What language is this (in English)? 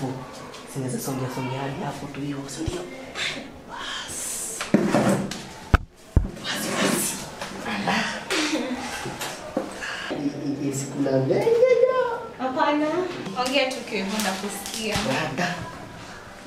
Swahili